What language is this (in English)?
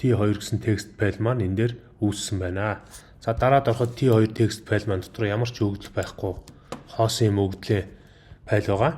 Mongolian